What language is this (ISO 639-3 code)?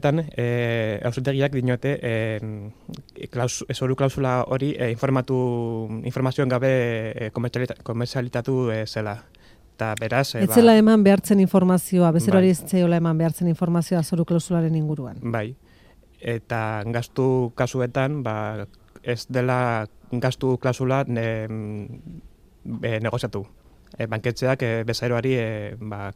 eus